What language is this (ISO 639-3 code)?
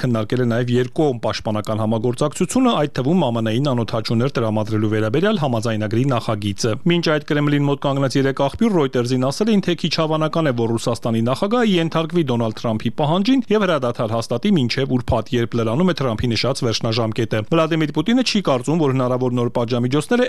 hye